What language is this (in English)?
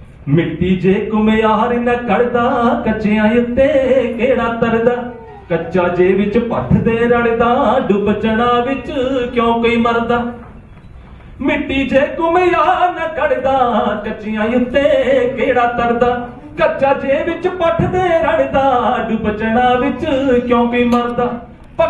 Punjabi